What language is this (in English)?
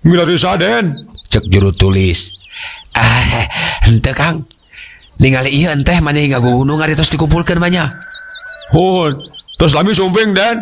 Sundanese